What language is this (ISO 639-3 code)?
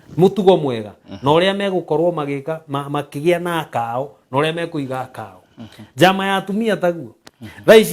kik